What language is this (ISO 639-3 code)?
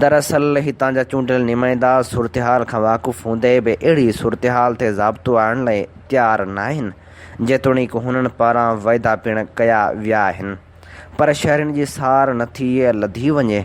snd